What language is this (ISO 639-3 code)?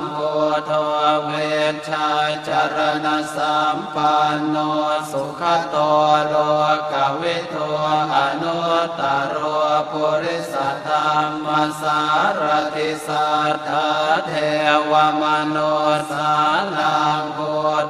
pli